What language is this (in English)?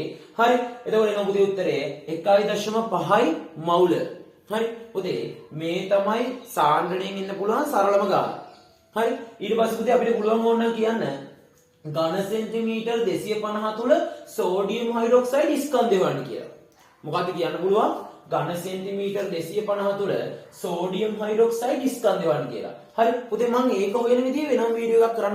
Sinhala